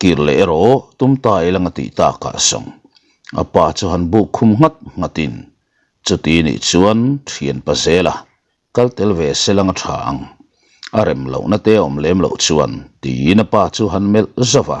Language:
Mizo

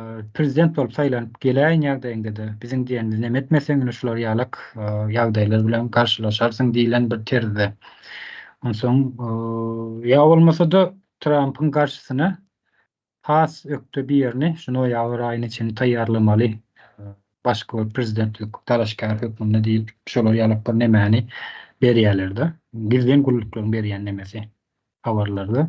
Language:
Turkmen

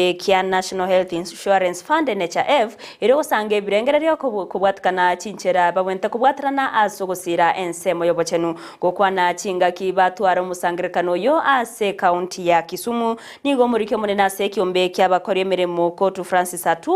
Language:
Gusii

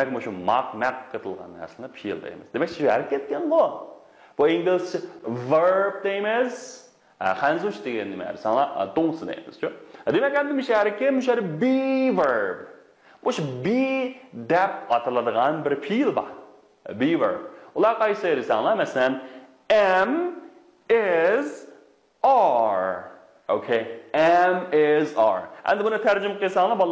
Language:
Uyghur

